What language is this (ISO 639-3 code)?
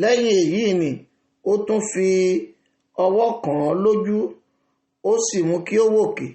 yor